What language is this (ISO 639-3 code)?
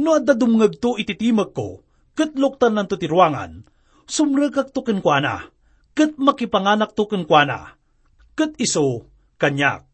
ilo